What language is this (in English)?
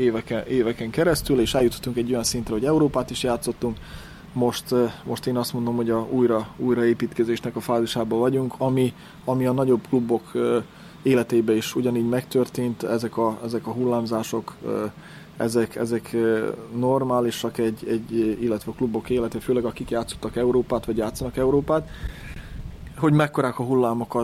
Hungarian